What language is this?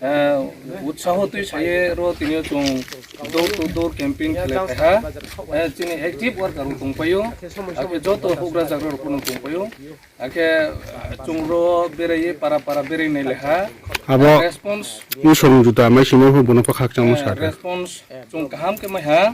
Riang (India)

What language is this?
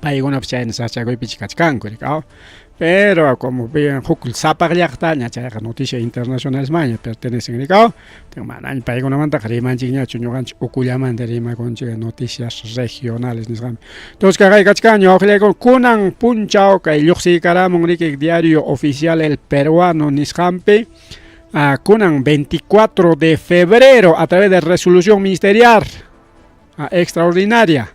Ayacucho Quechua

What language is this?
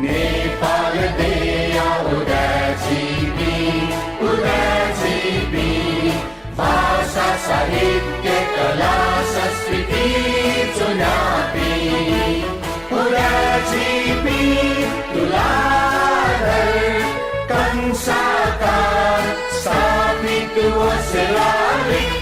Newari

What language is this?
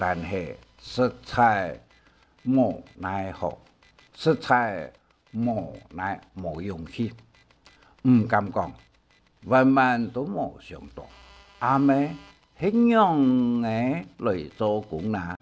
Hakka Chinese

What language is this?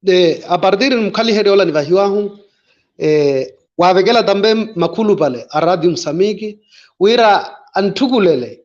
Makhuwa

